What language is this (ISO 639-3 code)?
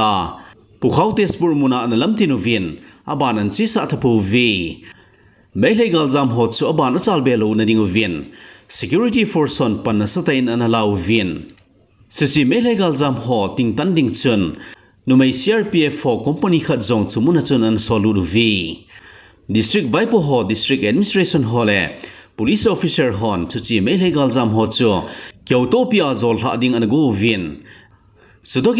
tcz